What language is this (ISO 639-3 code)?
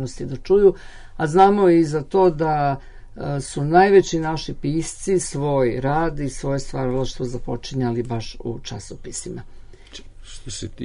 srp